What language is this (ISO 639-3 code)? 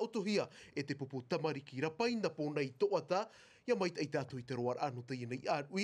tah